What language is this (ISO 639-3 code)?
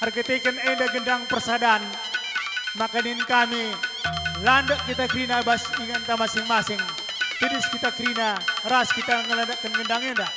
btx